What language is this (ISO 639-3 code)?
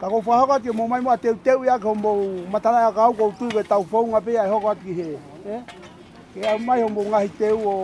ton